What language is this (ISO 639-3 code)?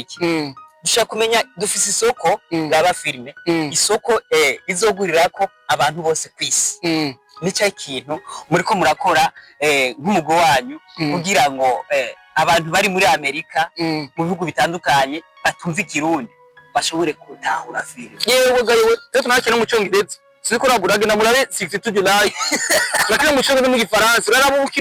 run